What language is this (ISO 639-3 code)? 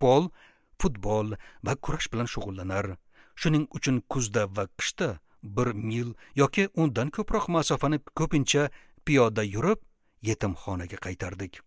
uzb